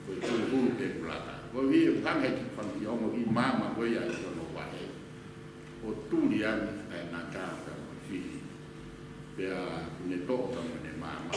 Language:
Tongan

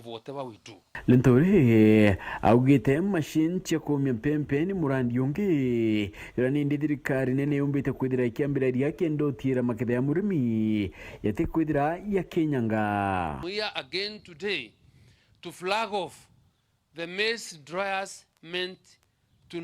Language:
Meru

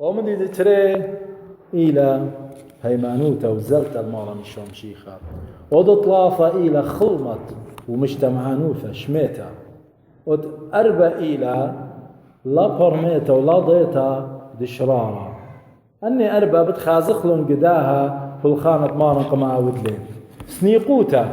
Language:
Assyrian Neo-Aramaic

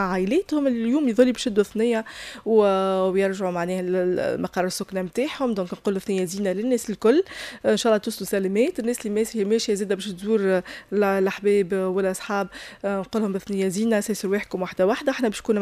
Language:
Tunisian Arabic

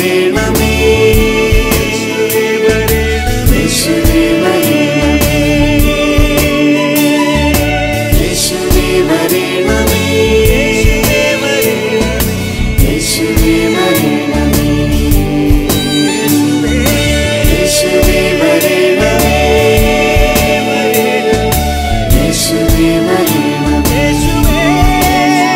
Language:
Malayalam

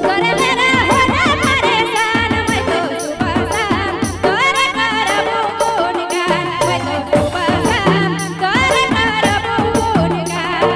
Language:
Sadri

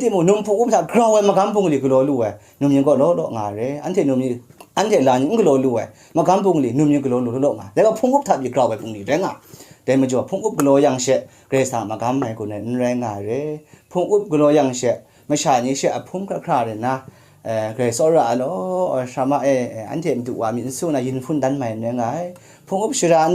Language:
Kachin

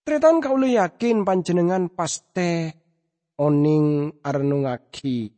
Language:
Madurese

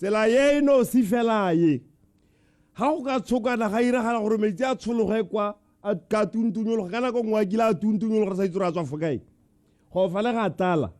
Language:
Tswana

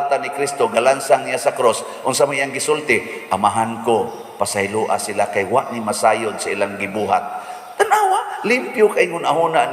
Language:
Cebuano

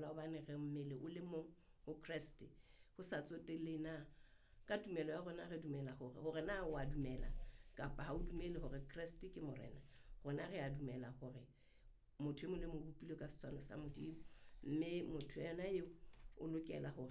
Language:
Southern Sotho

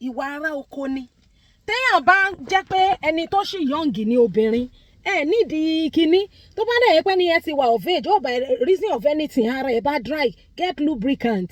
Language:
Yoruba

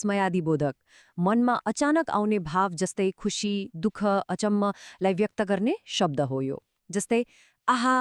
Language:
Nepali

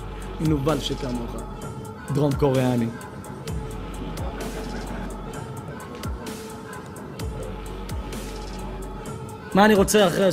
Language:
Hebrew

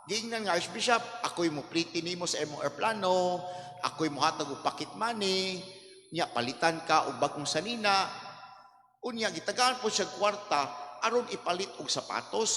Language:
Cebuano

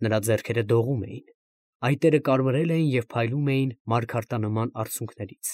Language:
Armenian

